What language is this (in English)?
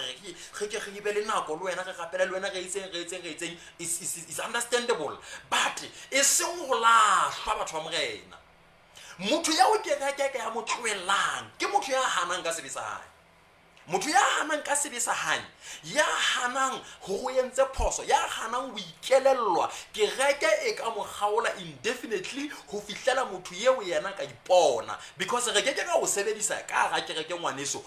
Southern Sotho